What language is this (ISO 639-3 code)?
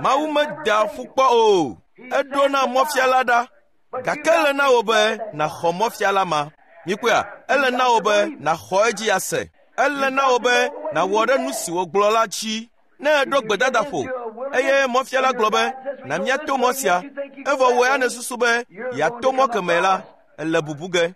ewe